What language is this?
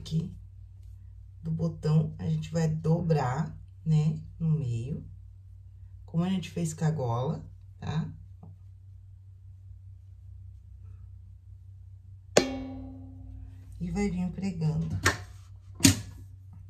Portuguese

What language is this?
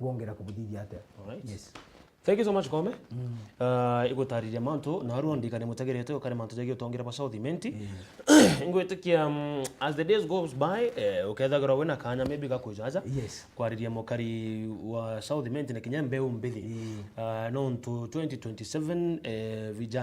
Meru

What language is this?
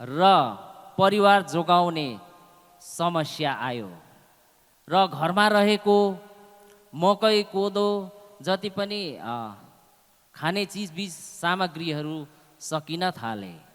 Nepali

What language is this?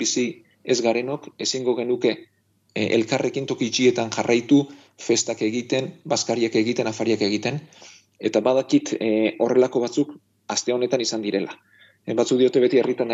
Basque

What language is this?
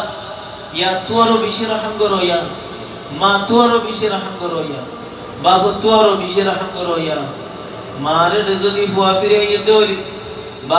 Rohingya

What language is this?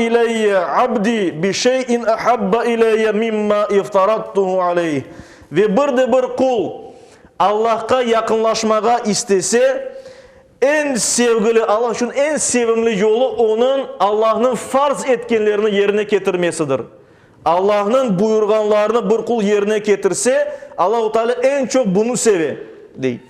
Crimean Tatar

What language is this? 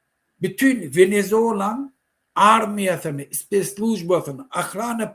Turkmen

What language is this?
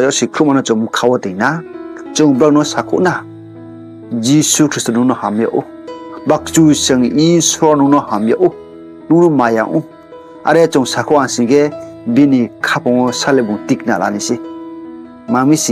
Riang (India)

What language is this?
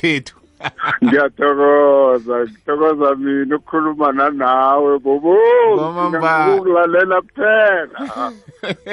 South Ndebele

